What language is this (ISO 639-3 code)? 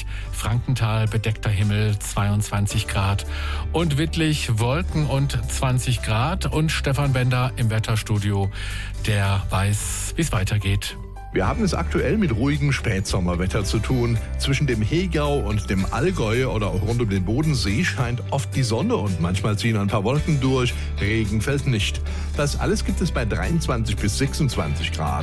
deu